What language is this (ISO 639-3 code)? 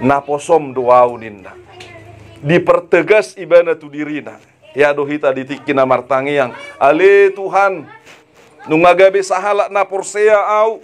bbc